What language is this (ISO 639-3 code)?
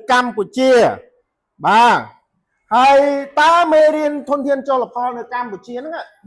khm